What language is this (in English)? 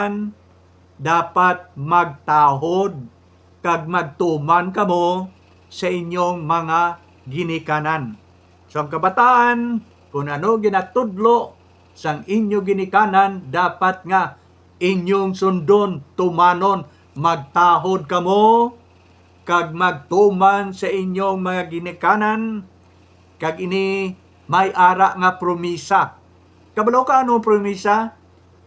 Hiligaynon